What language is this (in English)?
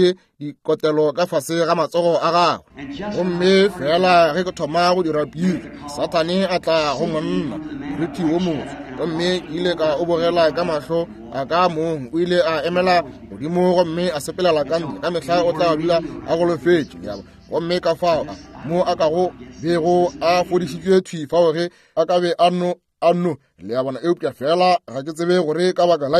Northern Sotho